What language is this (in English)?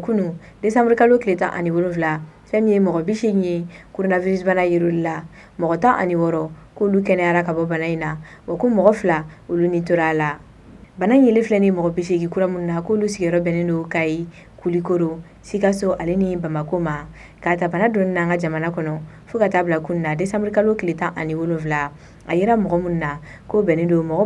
Bambara